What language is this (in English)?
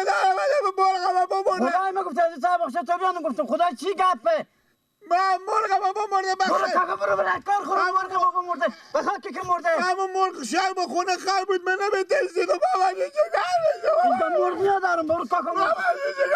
Persian